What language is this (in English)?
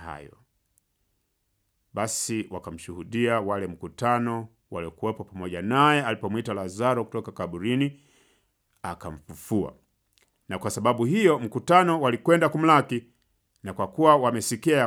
Swahili